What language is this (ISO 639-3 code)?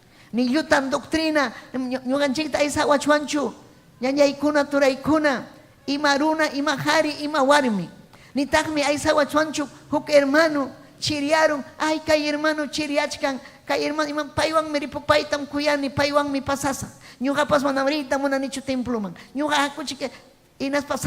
quy